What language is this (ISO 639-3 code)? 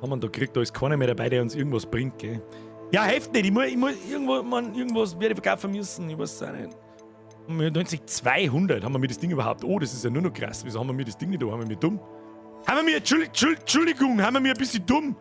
bar